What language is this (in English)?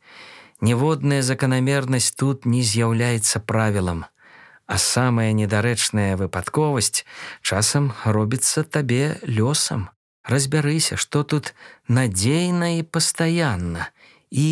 Belarusian